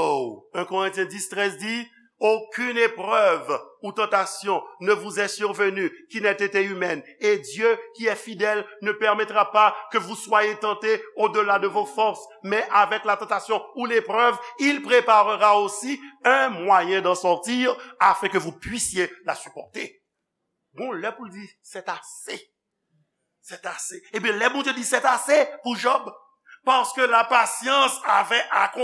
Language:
Haitian Creole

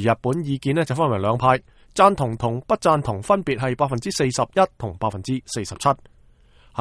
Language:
Cantonese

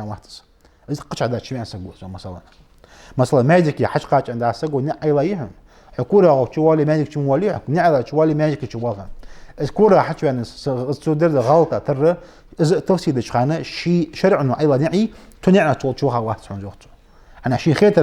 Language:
Ingush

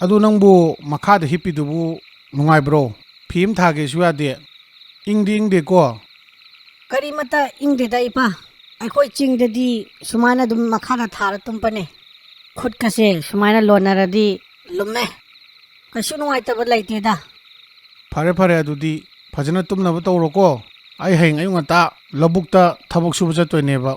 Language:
Manipuri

